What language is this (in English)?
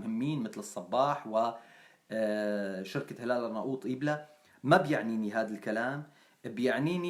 North Levantine Arabic